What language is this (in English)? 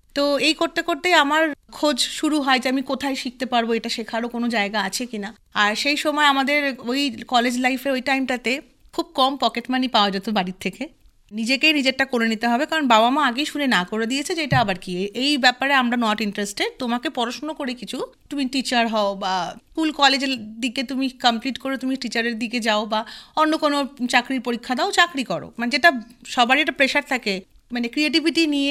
Bangla